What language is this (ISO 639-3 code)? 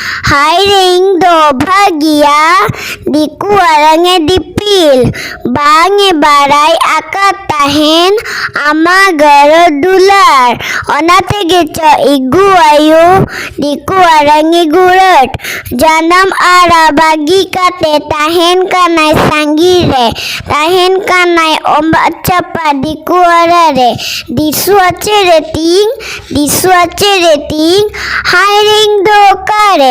sat